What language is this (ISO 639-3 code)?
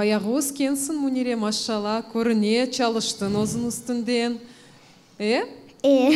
crh